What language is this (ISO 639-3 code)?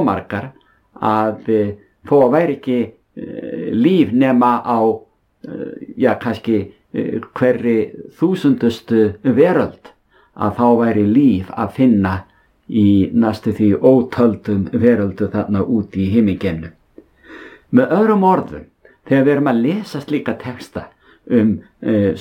isl